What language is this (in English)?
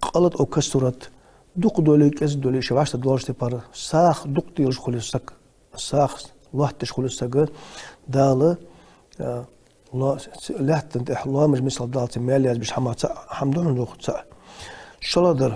Ingush